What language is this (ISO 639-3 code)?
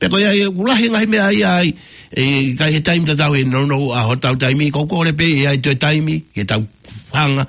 ton